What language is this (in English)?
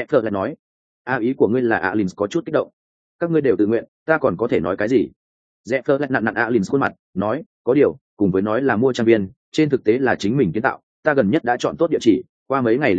Vietnamese